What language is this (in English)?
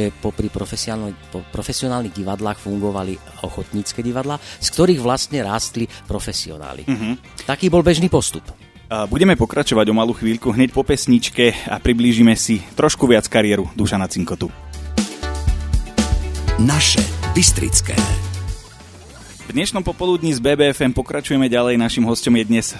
Slovak